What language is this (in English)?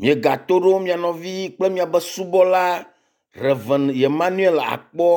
Ewe